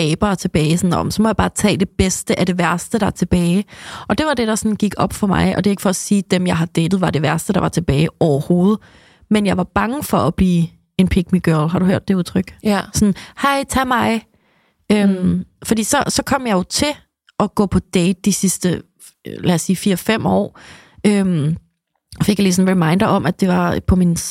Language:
Danish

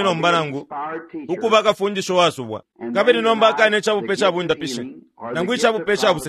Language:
Bemba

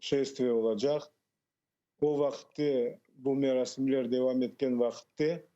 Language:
Crimean Tatar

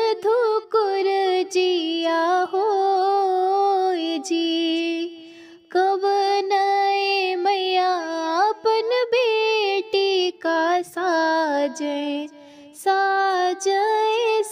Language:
Bhojpuri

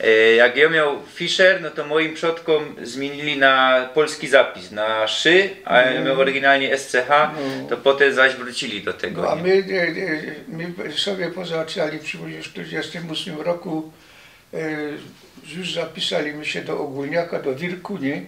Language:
Silesian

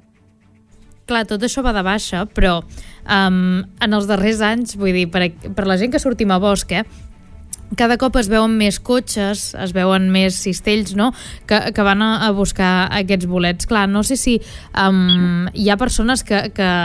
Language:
Catalan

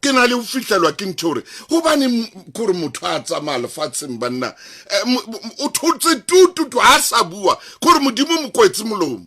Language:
Southern Sotho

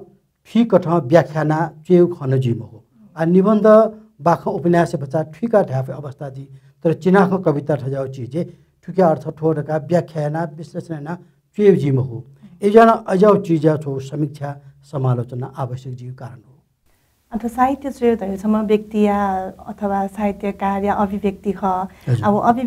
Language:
Newari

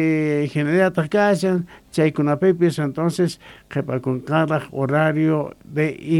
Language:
Quechua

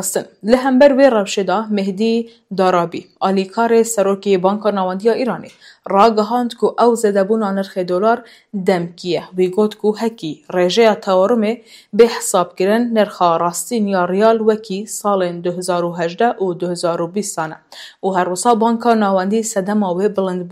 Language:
Kurdish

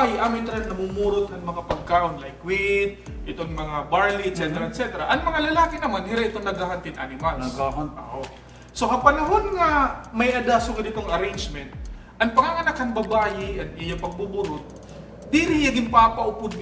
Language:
Waray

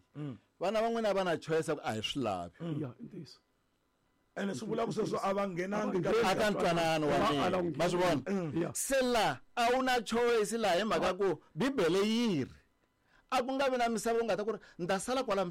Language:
Tsonga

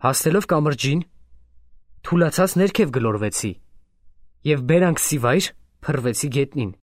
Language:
Armenian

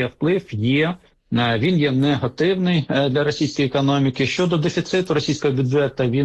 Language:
Ukrainian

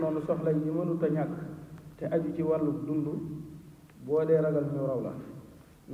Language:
Wolof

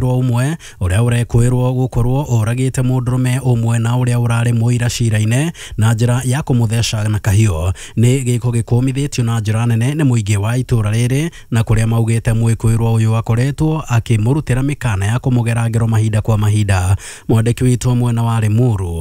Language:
Kikuyu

